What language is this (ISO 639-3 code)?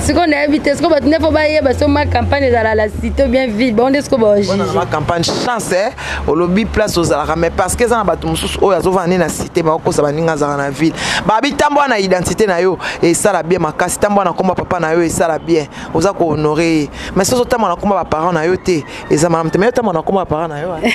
lin